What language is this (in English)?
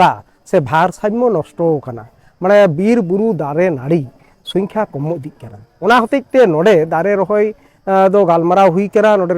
Santali